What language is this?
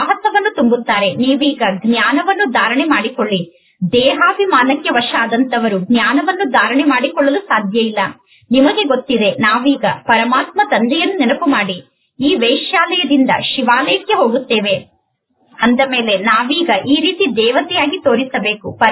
Kannada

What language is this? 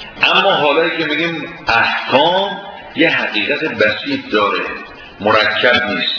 Persian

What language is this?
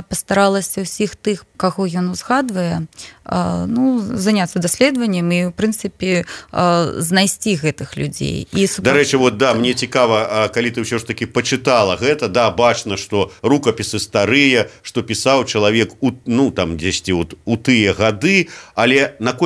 Belarusian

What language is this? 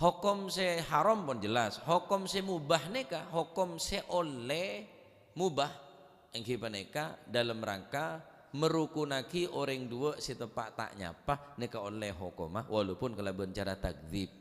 Madurese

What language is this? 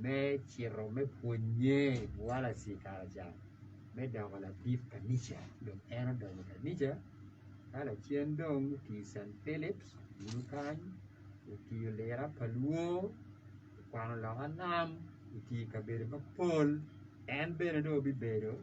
Acoli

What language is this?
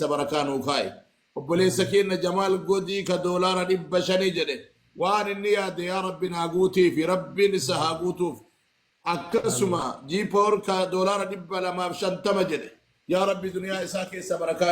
Oromo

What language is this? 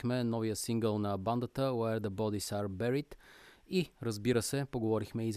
Bulgarian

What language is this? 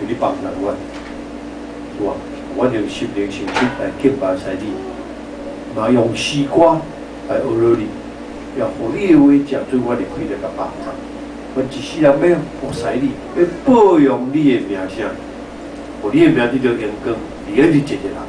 Min Nan Chinese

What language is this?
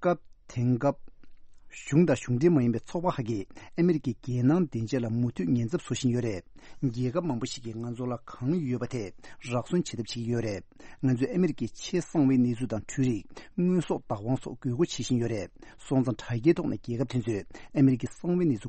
Tibetan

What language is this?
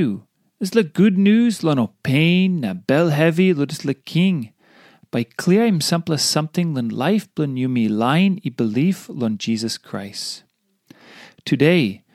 Tok Pisin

